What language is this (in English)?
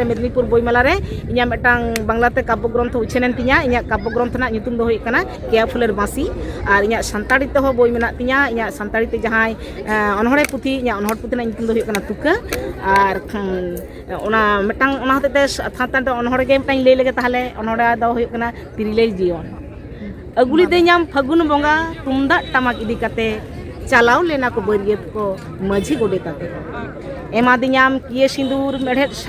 Santali